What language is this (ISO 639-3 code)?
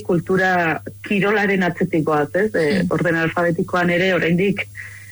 eus